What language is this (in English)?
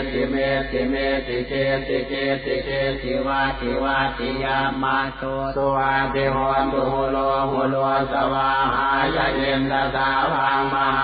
Pali